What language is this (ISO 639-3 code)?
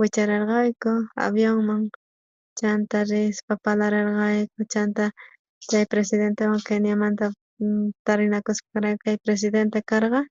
quh